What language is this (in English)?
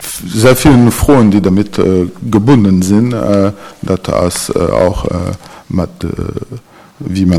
Luxembourgish